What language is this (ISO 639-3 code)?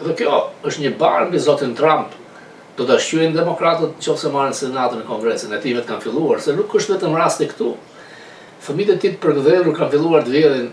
sqi